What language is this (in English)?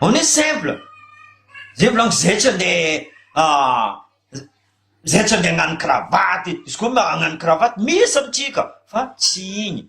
Malagasy